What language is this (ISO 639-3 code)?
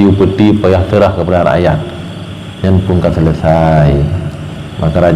ace